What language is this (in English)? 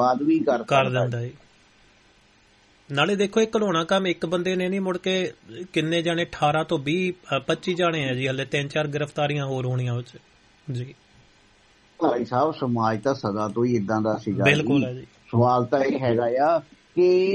Punjabi